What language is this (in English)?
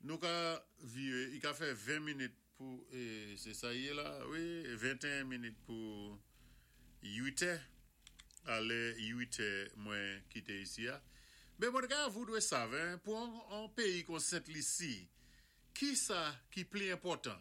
Saint Lucian Creole French